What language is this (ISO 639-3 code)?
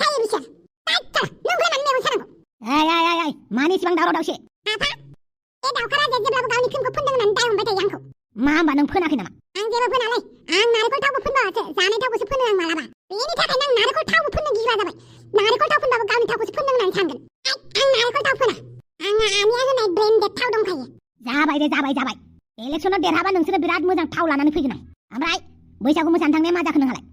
brx